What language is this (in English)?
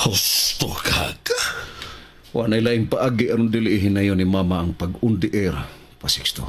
Cebuano